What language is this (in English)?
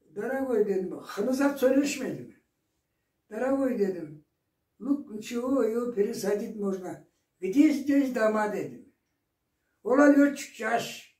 Karachay-Balkar